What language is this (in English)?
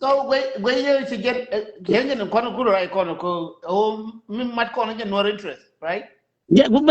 Nuer